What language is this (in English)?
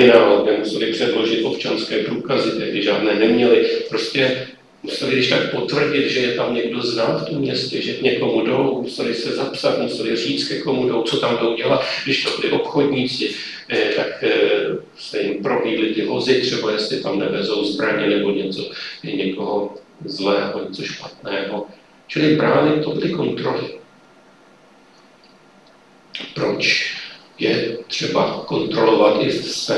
Czech